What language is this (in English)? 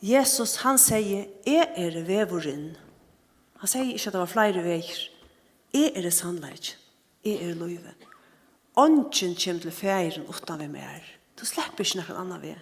Faroese